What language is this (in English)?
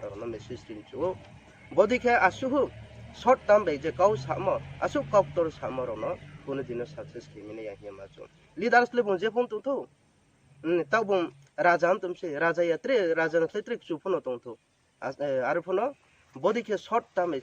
Riang (India)